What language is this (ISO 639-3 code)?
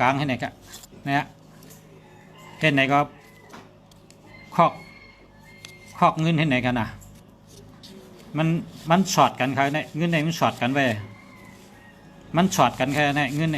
shn